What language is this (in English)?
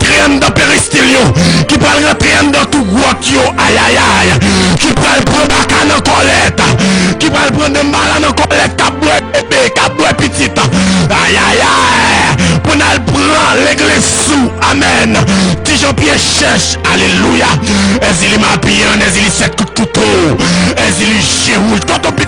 Haitian Creole